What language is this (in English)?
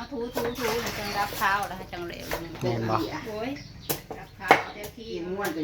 Northeastern Thai